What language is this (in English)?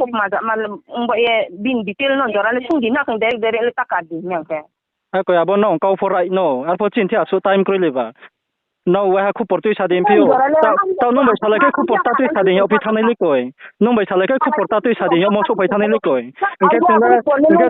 Riang (India)